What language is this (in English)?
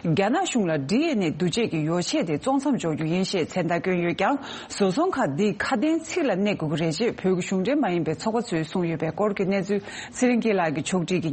Tibetan